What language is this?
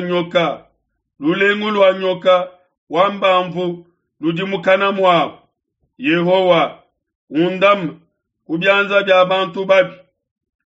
Luba-Lulua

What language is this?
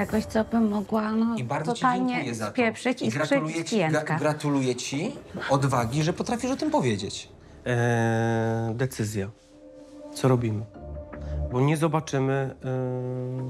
Polish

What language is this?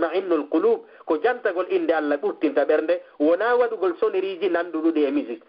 Fula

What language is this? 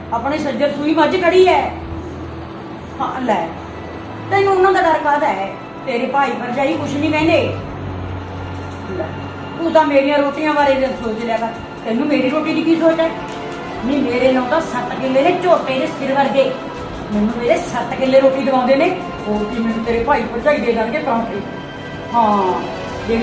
Punjabi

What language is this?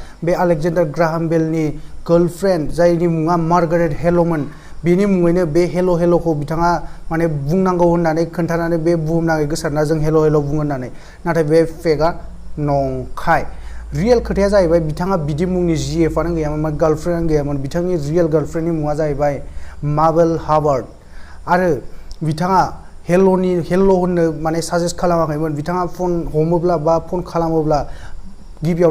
Bodo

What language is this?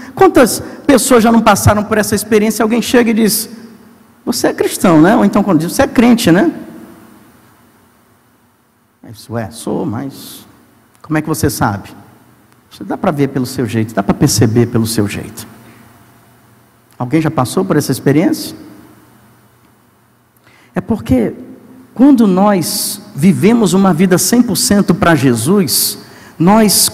Portuguese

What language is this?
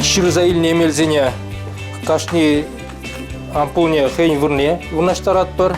Chuvash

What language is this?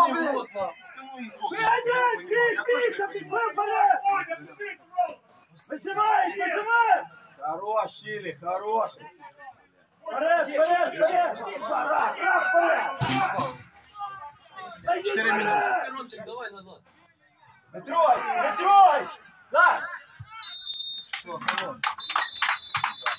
Ukrainian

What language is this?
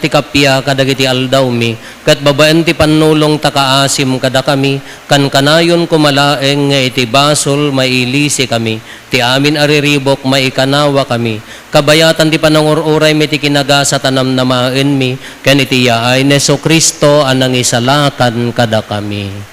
Iloko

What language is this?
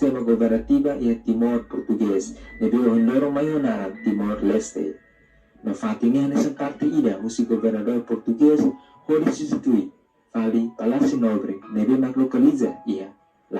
Tetum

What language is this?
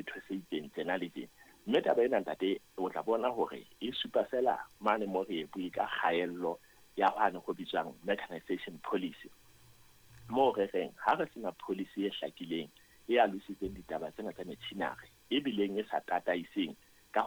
Southern Sotho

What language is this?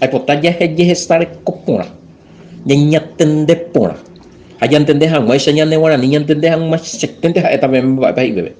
Guarani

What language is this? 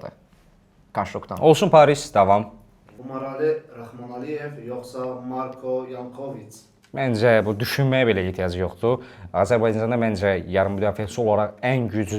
Azerbaijani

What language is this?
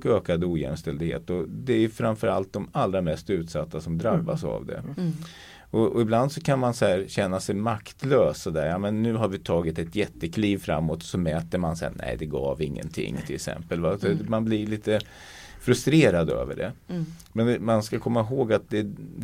Swedish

